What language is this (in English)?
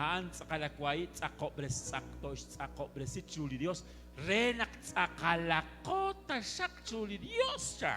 Kekchí